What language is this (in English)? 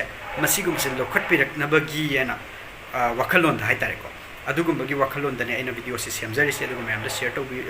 Manipuri